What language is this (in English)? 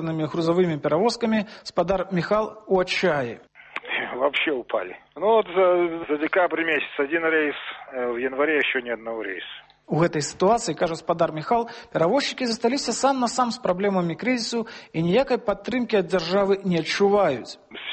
Belarusian